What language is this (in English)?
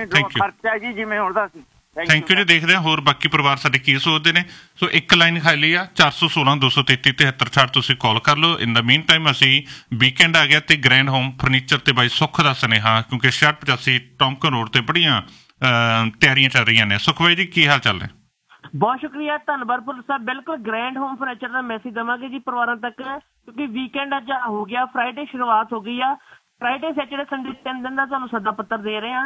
Punjabi